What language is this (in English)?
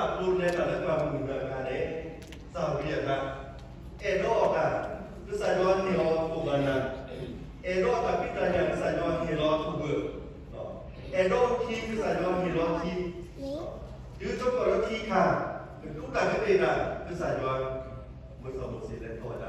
S'gaw Karen